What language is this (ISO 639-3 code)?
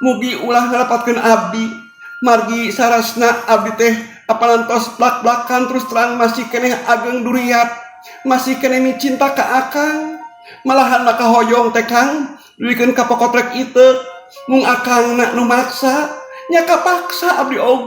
sun